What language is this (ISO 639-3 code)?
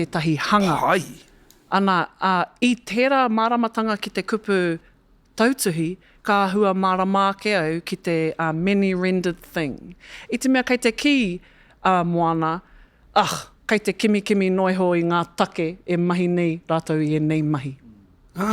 mri